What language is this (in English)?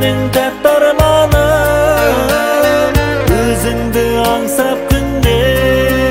Kazakh